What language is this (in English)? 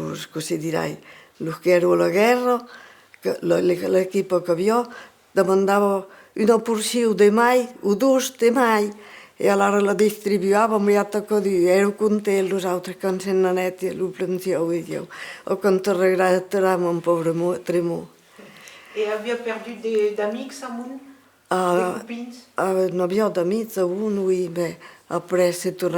Occitan